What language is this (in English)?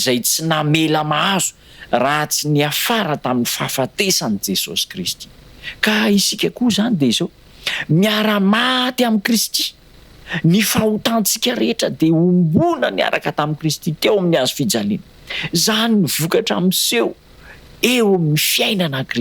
Malagasy